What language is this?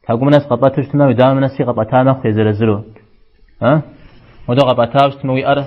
Kabardian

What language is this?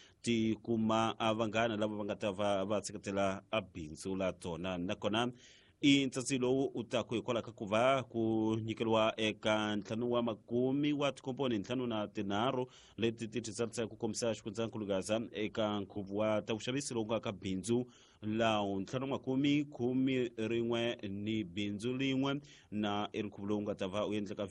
Tsonga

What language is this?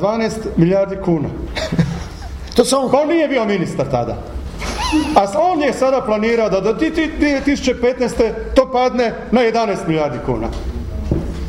Croatian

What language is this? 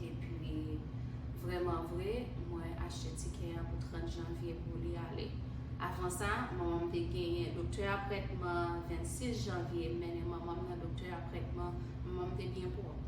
Haitian Creole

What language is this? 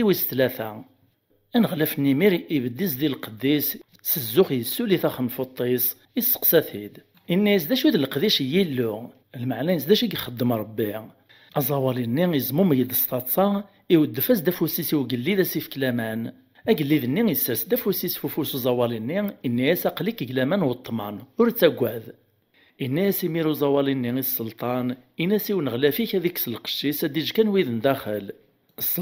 Kabyle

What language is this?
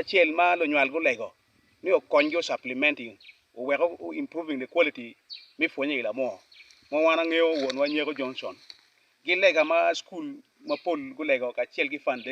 Acoli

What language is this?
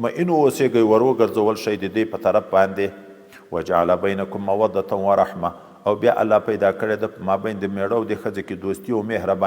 Pashto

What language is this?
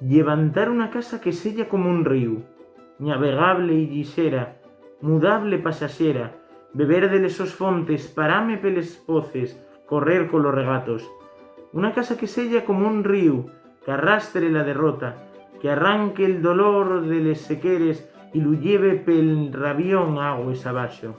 Asturian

